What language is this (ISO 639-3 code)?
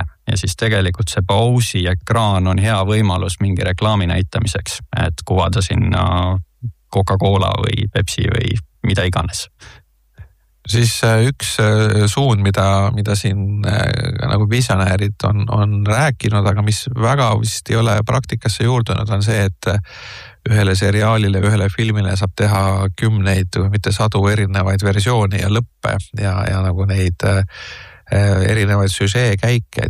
est